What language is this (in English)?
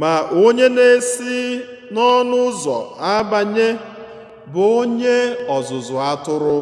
Igbo